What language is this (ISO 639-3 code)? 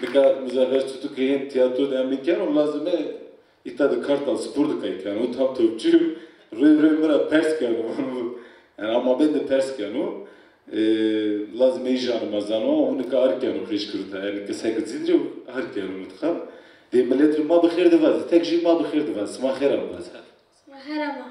zza